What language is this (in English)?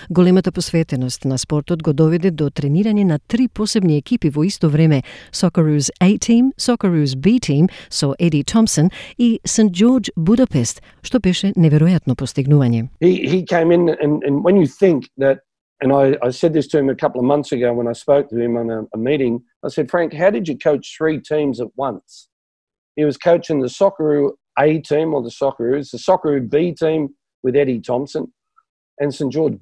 Macedonian